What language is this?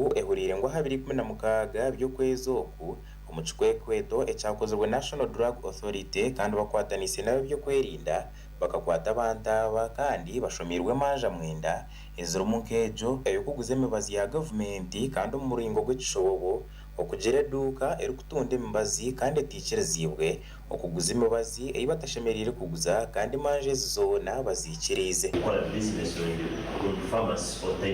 Nyankole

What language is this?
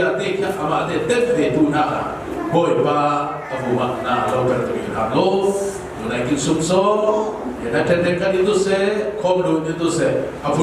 Falam Chin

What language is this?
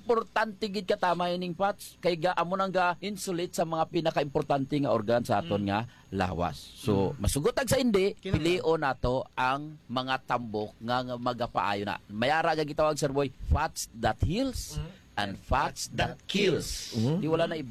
Hiligaynon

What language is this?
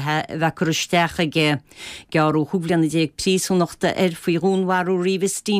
Irish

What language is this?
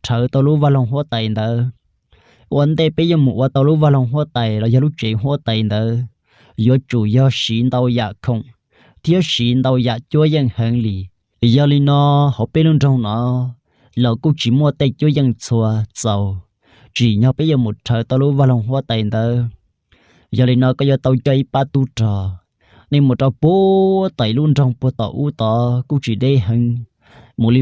Hmong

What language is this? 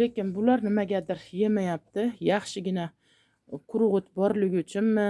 Uzbek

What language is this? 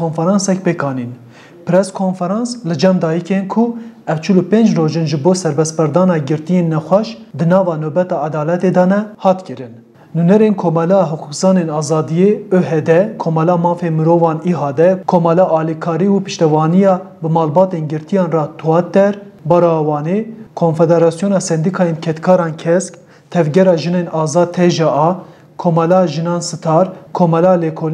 Kurdish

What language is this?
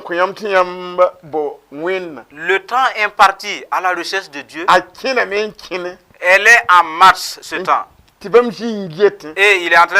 Mossi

